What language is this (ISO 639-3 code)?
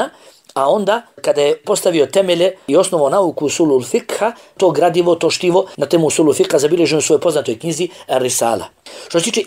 bos